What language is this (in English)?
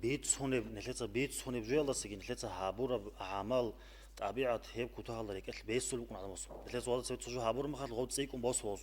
Avaric